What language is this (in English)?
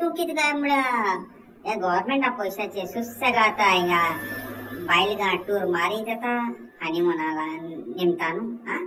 Konkani